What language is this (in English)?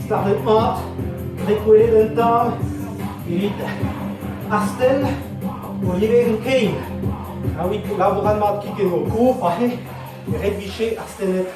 Breton